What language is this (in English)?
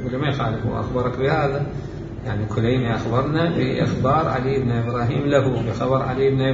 Mesopotamian Arabic